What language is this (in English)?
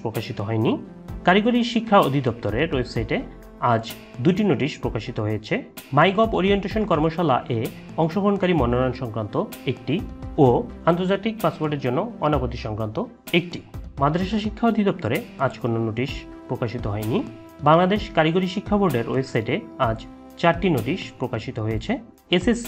Bangla